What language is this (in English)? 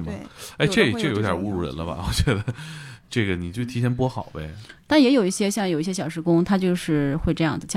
Chinese